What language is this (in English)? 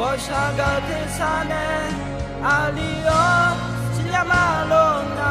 Akha